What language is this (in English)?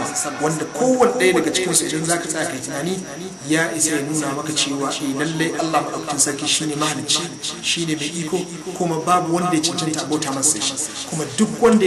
Hausa